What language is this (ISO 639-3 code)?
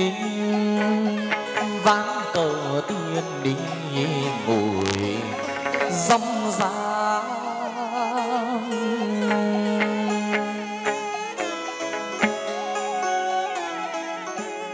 vie